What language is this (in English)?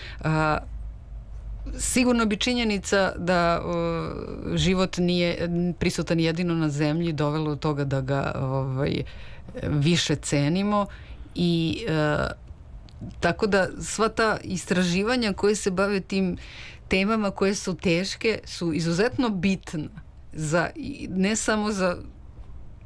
Serbian